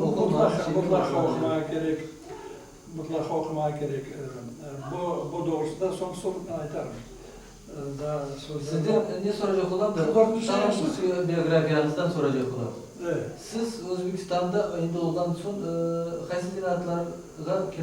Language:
Crimean Tatar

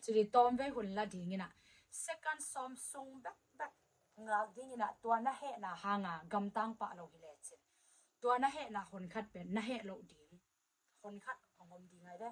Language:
Tedim Chin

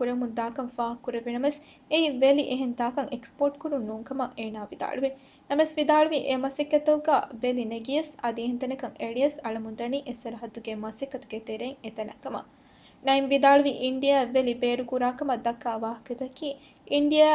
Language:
Divehi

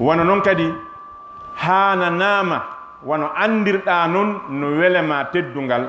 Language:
Fula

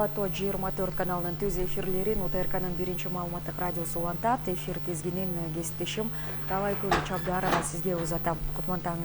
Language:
Kyrgyz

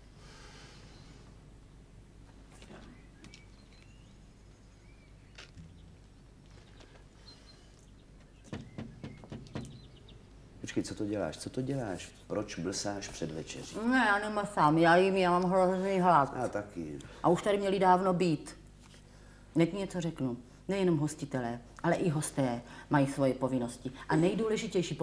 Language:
Czech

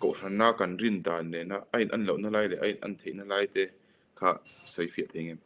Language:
Mizo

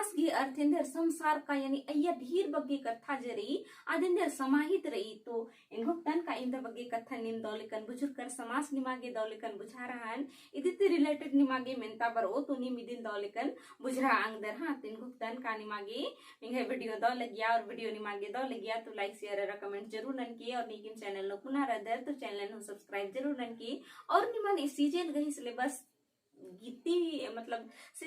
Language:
Kurukh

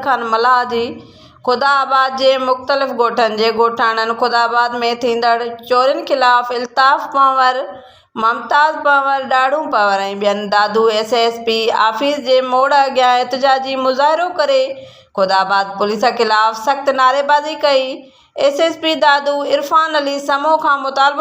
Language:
Sindhi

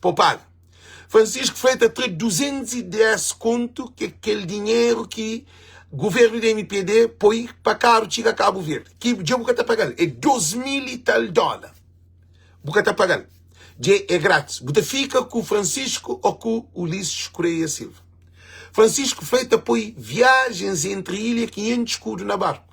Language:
Kabuverdianu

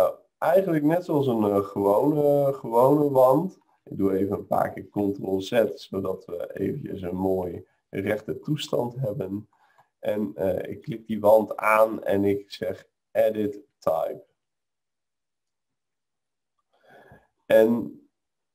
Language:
Dutch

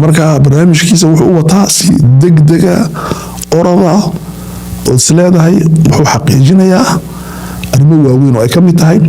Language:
Somali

